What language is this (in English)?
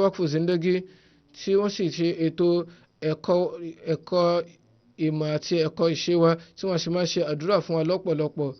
Yoruba